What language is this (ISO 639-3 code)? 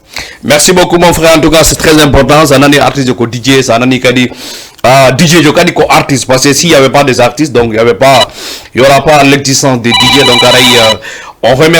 ful